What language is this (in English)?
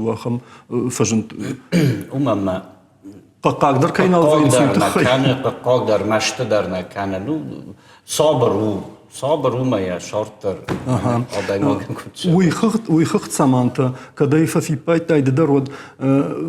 Ossetic